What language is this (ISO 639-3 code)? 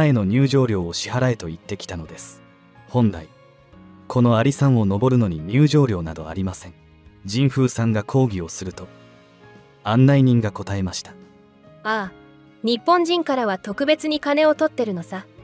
jpn